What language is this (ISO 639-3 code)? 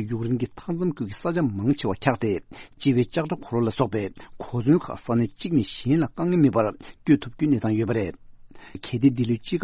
bod